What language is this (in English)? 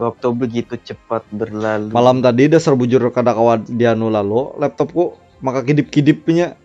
Banjar